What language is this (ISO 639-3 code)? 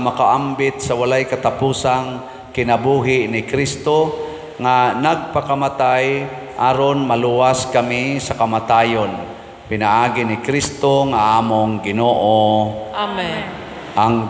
ceb